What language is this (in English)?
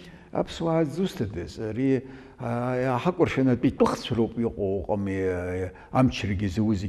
Abkhazian